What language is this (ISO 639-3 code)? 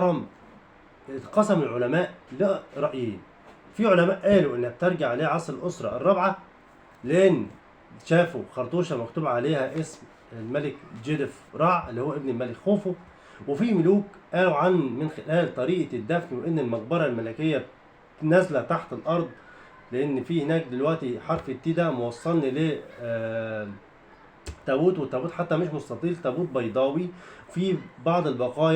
arz